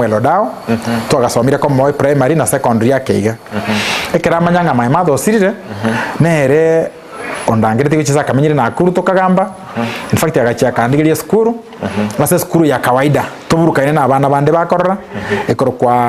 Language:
Gusii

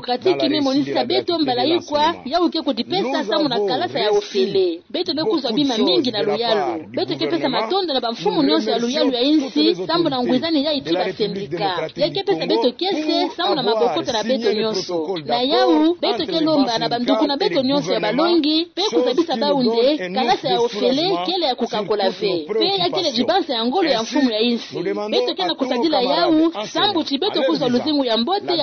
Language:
Kituba (Democratic Republic of Congo)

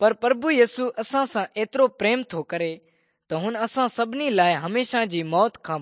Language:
Sindhi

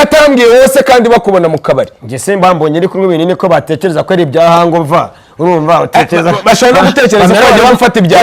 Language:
Kinyarwanda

